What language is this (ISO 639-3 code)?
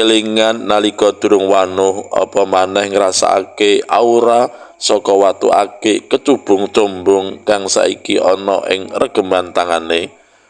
jav